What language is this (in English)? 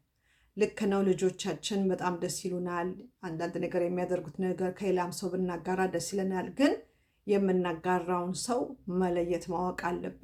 Amharic